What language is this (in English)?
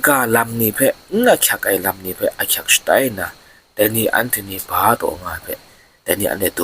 Kachin